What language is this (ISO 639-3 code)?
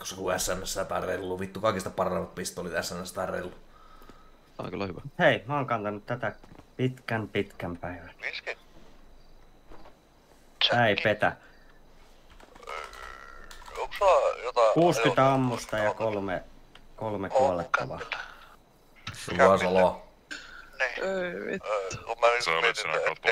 fin